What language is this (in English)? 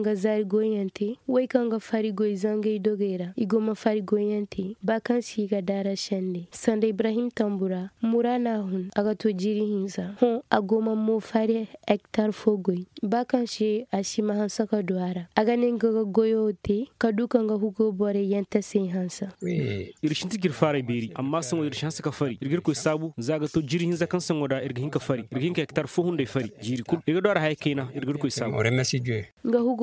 Zarma